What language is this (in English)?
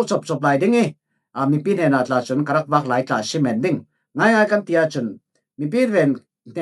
Falam Chin